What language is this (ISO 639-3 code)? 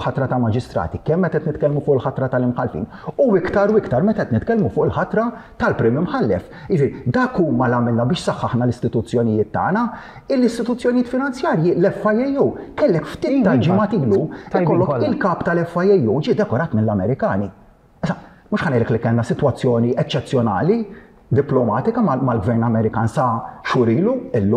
mlt